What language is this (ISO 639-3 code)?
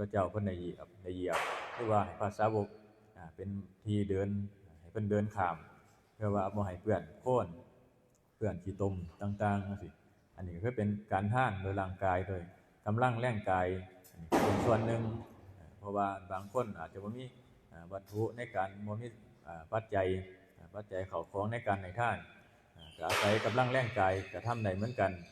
tts